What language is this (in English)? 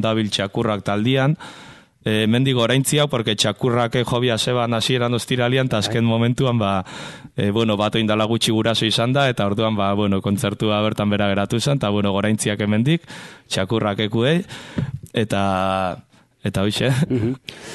Basque